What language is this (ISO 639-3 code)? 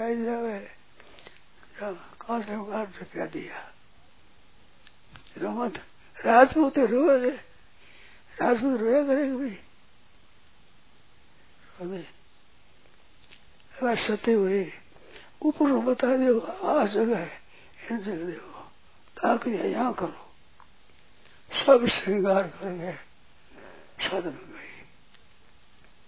hin